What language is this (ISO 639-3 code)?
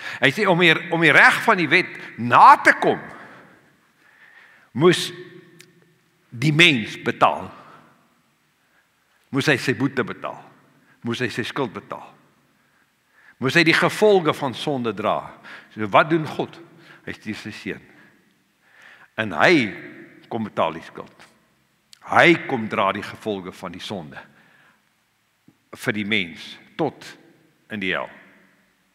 afr